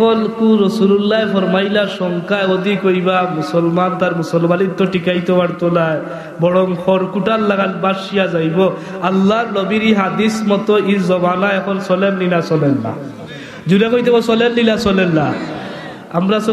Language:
Sylheti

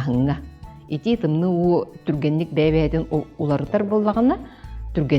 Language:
Yakut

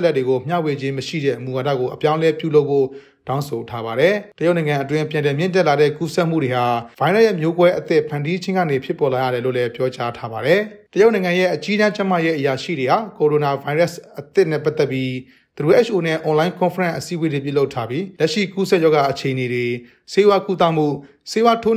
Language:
Burmese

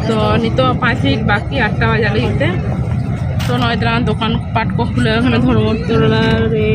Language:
Santali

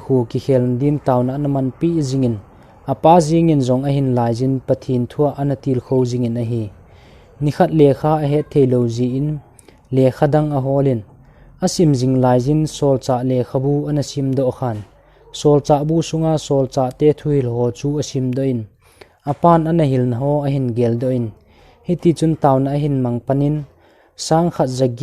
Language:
Thado Chin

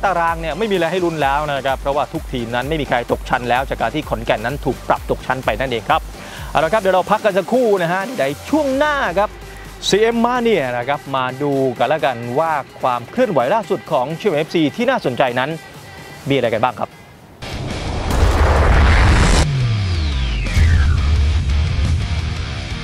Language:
Thai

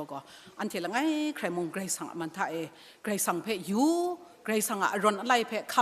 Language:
Kachin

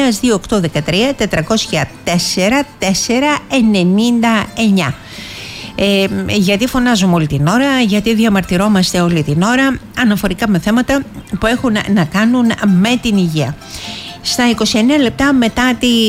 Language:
Greek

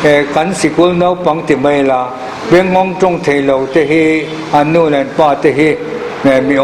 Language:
Mizo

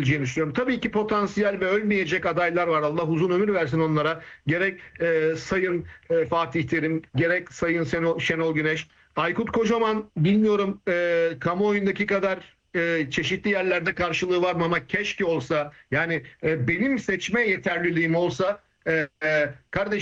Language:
Turkish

